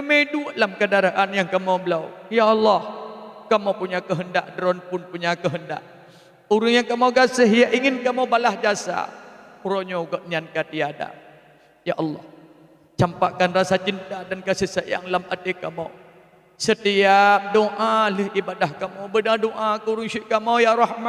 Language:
Achinese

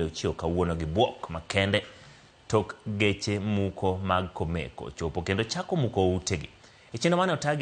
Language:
Luo (Kenya and Tanzania)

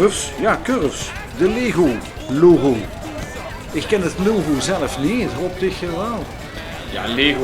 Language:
Limburgish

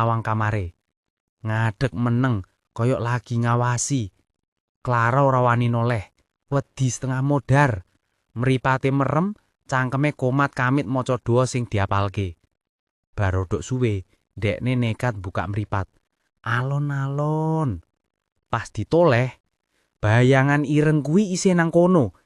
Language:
Javanese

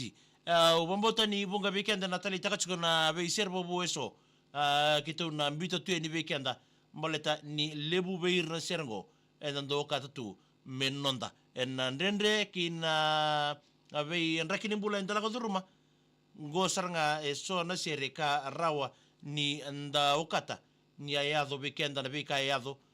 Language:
Fijian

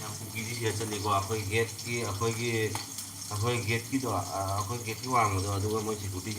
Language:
Manipuri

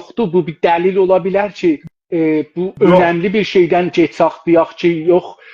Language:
South Azerbaijani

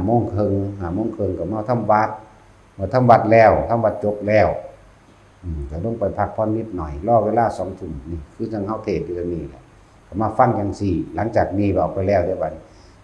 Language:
Lao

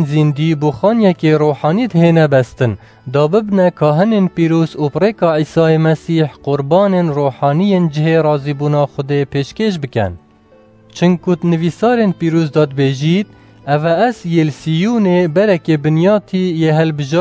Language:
Kurdish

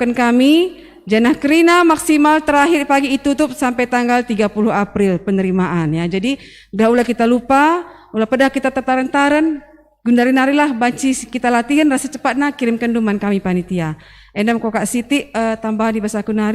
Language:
Batak Karo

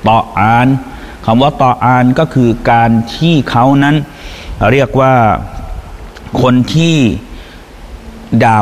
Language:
Thai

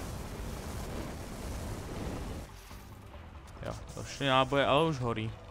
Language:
Slovak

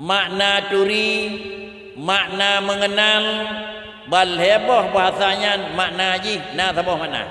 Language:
Achinese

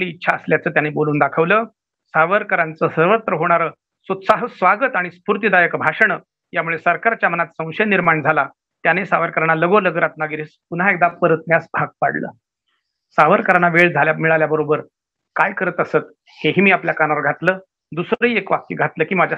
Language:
Marathi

